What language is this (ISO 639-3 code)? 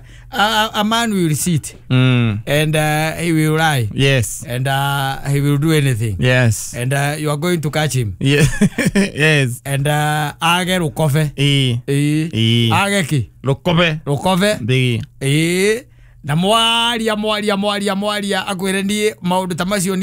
kik